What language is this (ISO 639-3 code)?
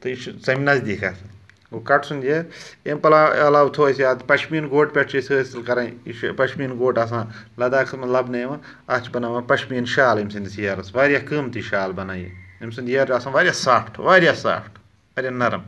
kas